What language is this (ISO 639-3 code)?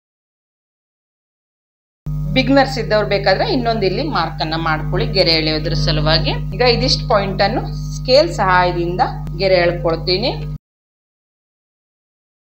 kan